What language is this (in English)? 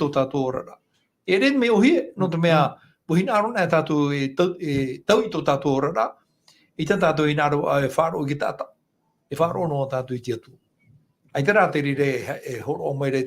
Tahitian